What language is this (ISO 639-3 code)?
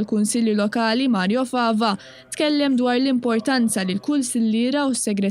mlt